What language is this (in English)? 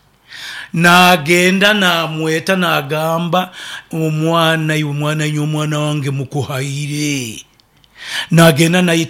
Nyoro